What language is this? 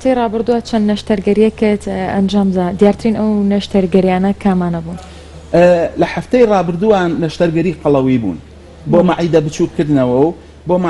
Central Kurdish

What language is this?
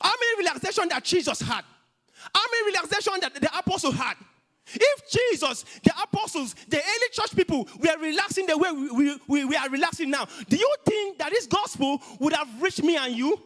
English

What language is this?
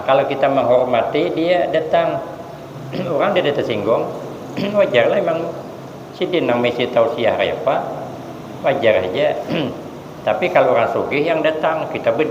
Banjar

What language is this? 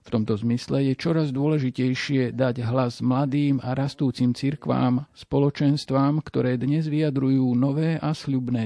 Slovak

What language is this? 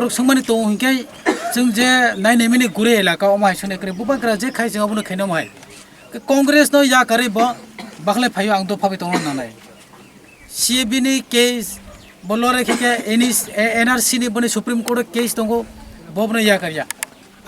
Kok Borok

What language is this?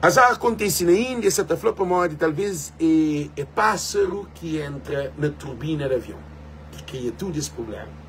Kabuverdianu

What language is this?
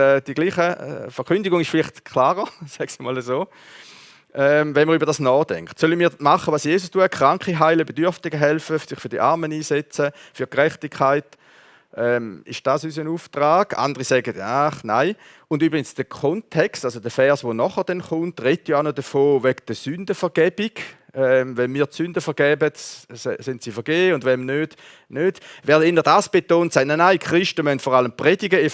Swiss German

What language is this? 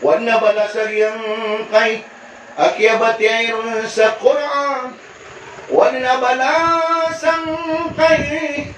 Maranao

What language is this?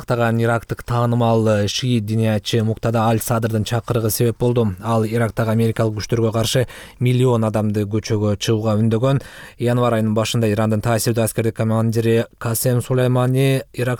Kyrgyz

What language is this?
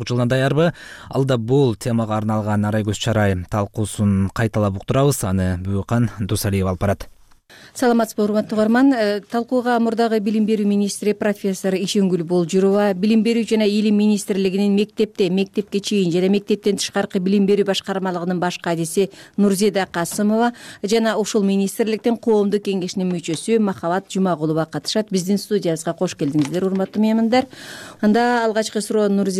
Kyrgyz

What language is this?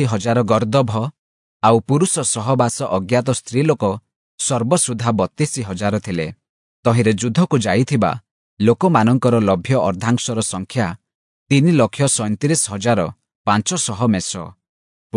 Odia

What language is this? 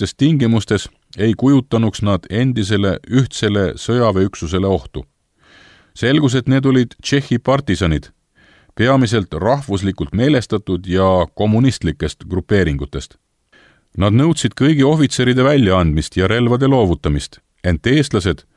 Estonian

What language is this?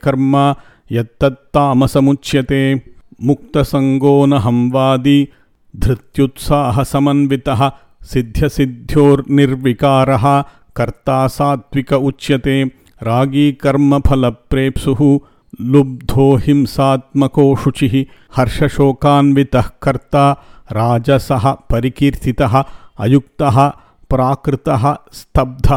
Sanskrit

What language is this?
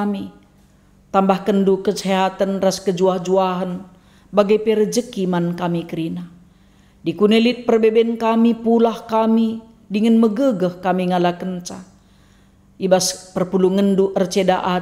Batak Karo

